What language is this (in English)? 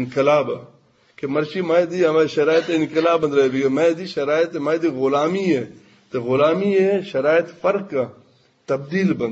Eastern Balochi